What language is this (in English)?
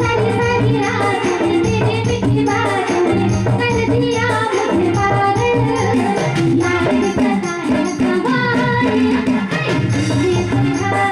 Sadri